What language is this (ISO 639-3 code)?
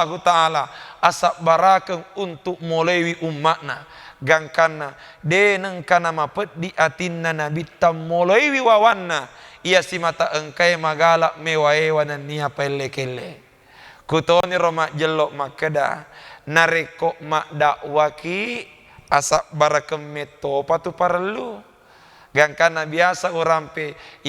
bug